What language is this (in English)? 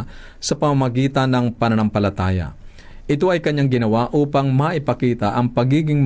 Filipino